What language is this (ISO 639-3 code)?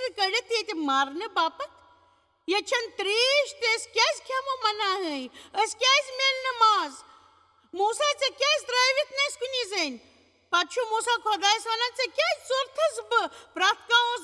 kas